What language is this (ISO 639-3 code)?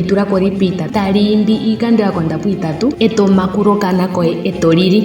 ndo